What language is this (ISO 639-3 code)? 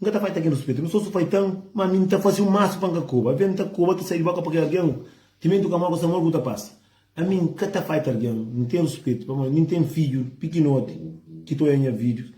kea